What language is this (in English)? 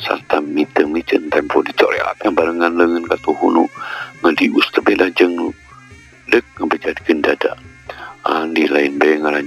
Sundanese